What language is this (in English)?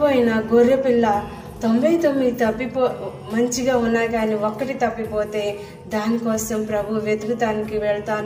Telugu